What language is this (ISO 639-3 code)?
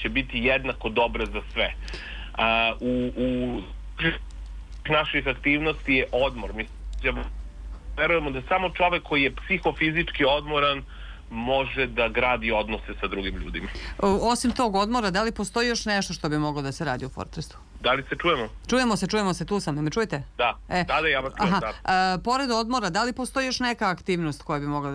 srp